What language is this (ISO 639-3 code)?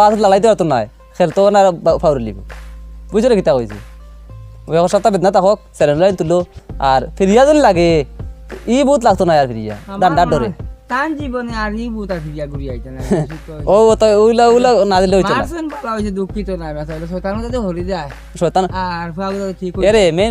syl